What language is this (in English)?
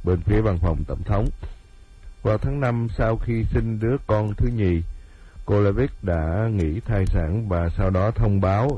Vietnamese